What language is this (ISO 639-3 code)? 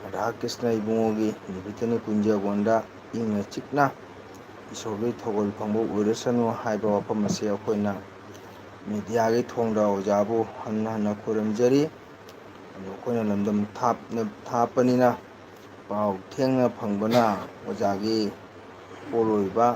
mni